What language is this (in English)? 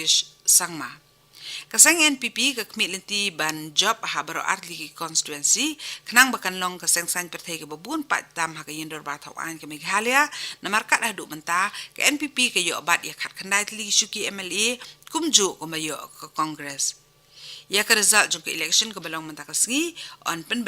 Khasi